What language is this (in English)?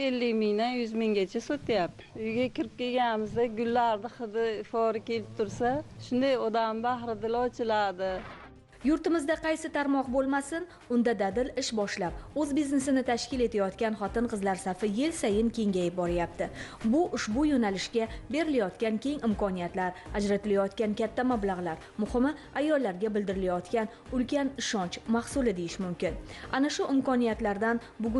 Uzbek